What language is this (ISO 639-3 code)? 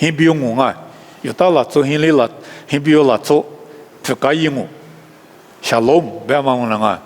lis